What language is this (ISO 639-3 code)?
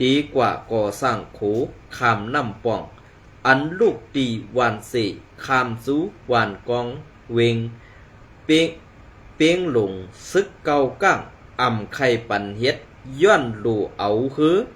shn